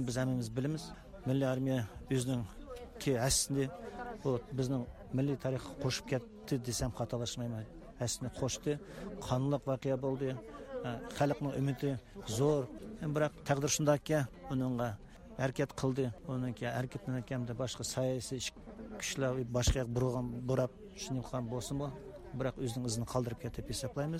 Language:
Uyghur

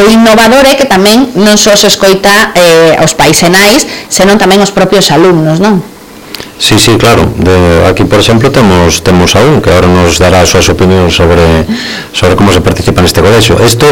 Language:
Galician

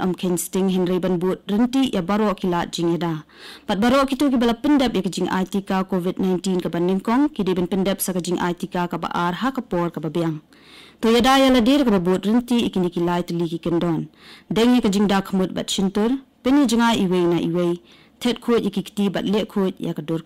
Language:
Khasi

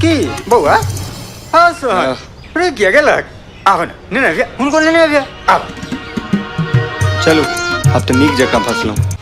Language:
Maithili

